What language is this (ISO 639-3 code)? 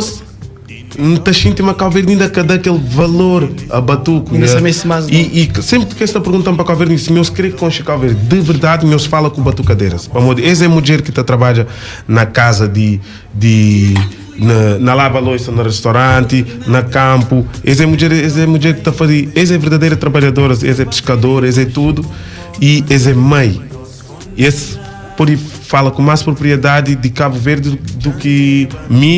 kea